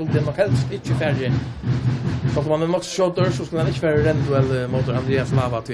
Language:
Faroese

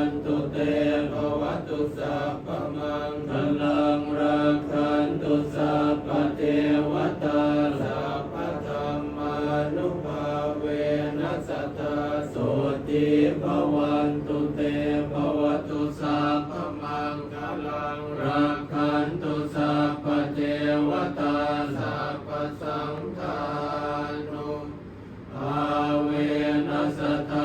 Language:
Pali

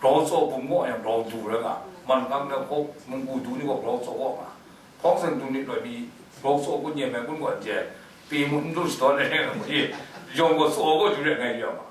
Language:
Kachin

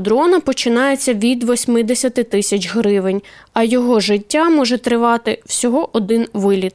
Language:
Ukrainian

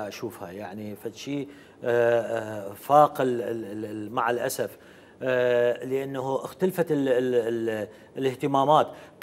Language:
Mesopotamian Arabic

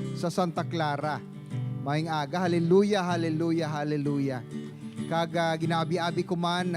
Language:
Hiligaynon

